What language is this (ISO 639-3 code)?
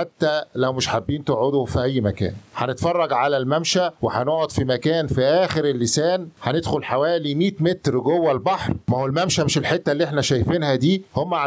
arz